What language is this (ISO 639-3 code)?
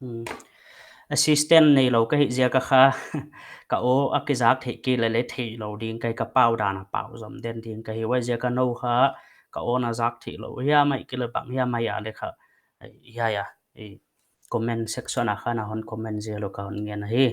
pck